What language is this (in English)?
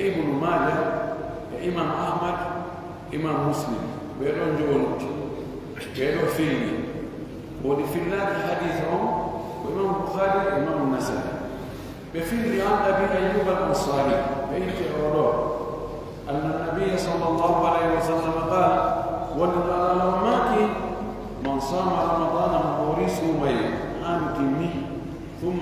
Pular